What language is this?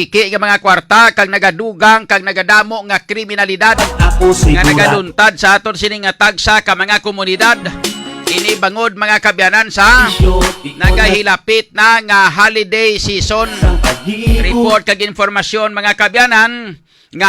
Hiligaynon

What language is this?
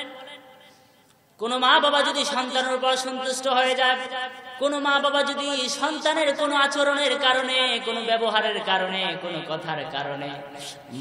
Bangla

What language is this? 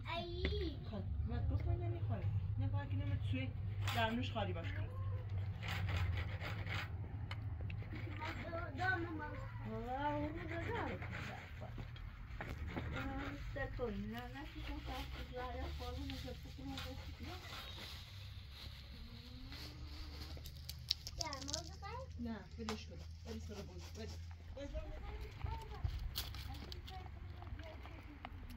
Persian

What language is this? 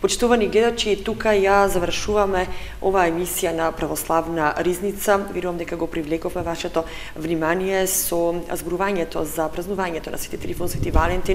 Macedonian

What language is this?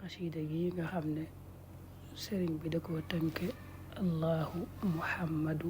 Wolof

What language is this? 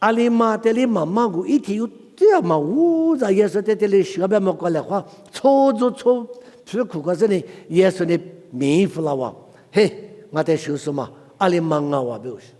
Lisu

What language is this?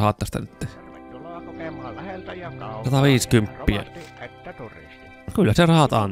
Finnish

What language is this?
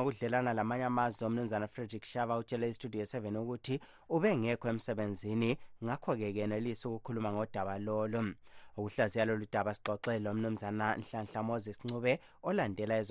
North Ndebele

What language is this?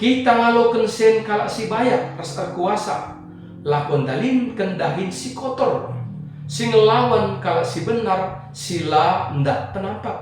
Batak Karo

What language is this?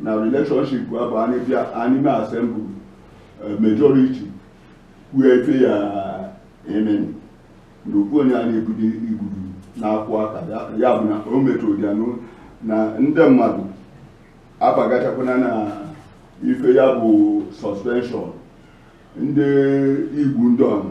Igbo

